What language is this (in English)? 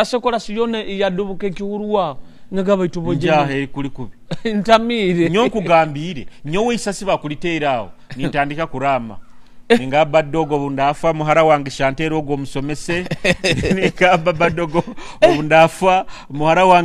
Nyoro